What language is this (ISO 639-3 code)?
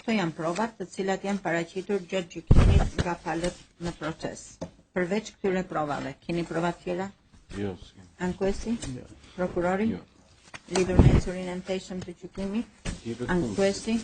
sqi